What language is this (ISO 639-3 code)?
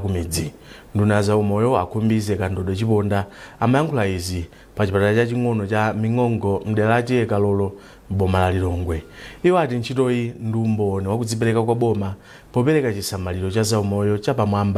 nya